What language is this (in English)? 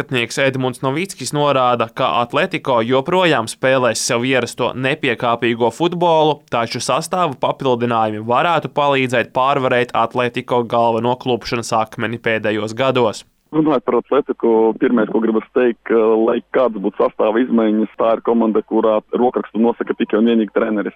Latvian